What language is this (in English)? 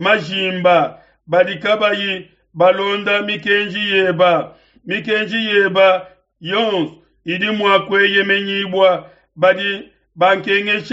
Luba-Lulua